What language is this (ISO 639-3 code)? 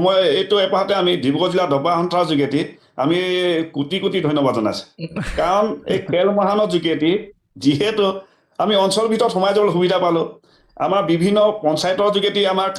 asm